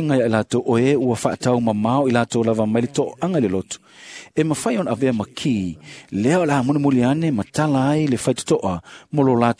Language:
Samoan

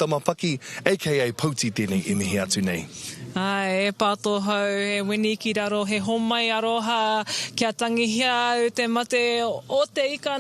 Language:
Māori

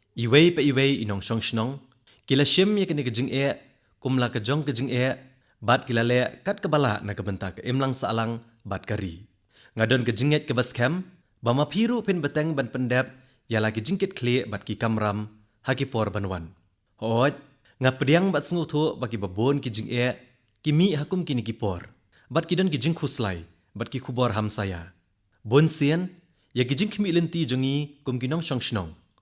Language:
Khasi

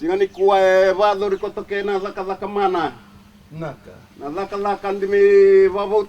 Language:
Fijian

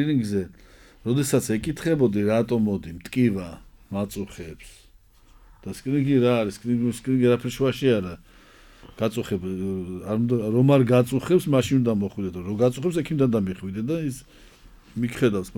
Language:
Georgian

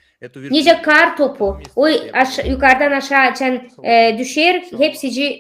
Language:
Gagauz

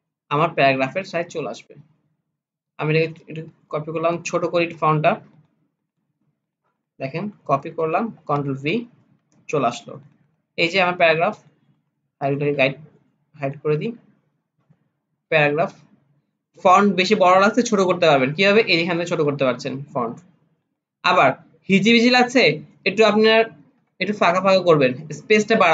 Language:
Bangla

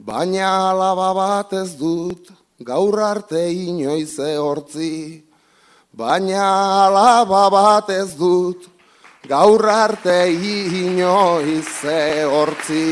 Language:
Basque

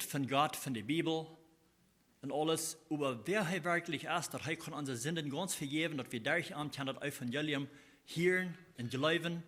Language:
Plautdietsch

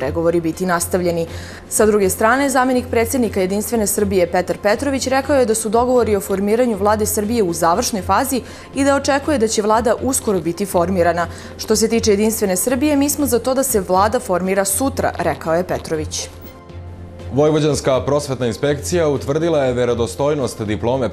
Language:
Serbian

